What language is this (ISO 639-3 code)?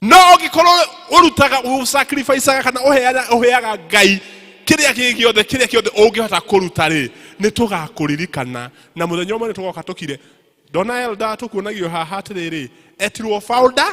kik